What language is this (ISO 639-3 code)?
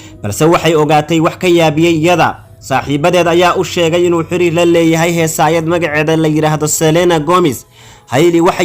som